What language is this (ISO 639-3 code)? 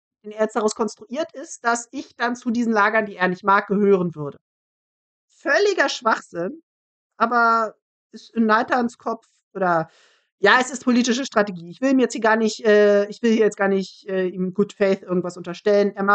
deu